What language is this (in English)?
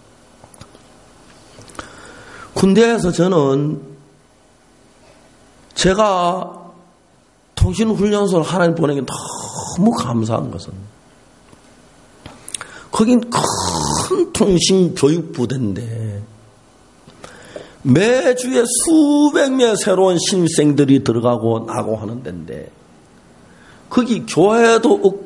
Korean